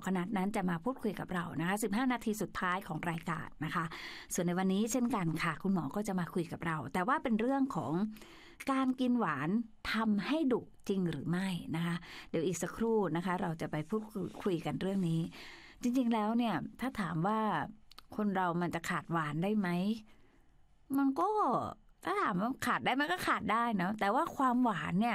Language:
Thai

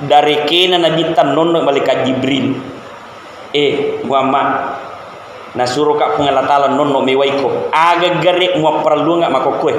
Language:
Buginese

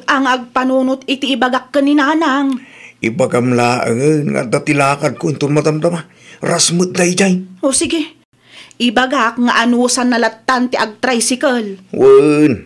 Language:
Iloko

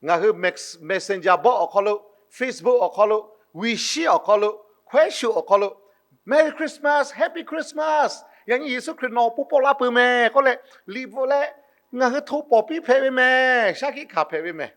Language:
Lahu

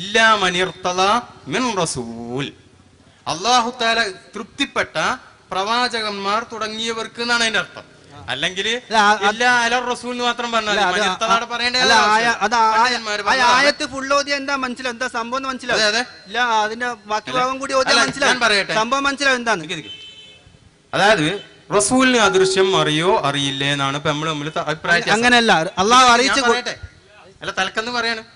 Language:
Malayalam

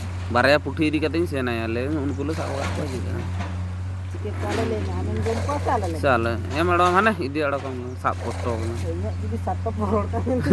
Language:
Santali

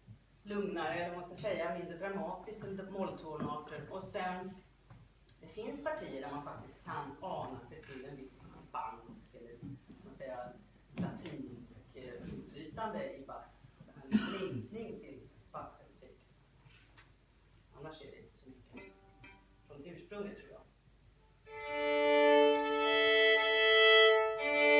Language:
Swedish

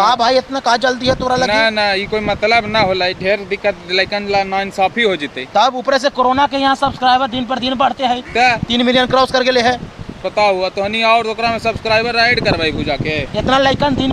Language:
Magahi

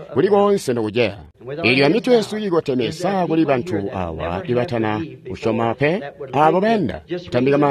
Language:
Tonga (Zambia)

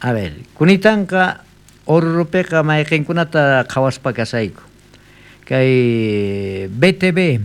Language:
South Bolivian Quechua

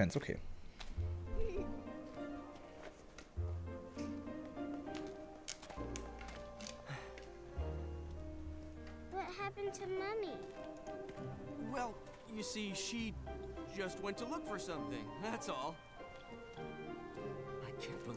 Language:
German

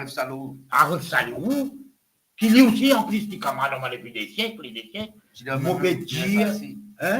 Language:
Morisyen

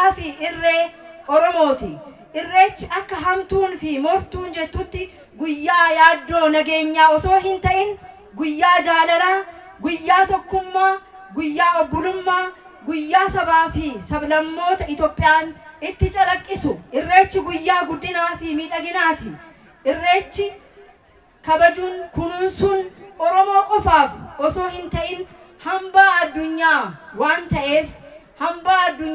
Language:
Oromo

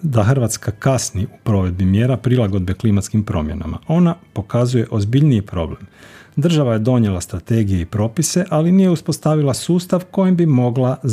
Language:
Croatian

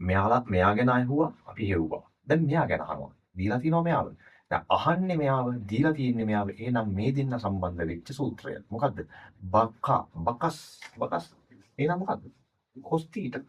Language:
Sinhala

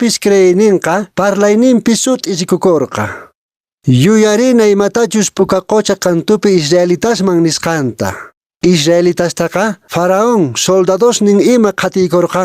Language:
Quechua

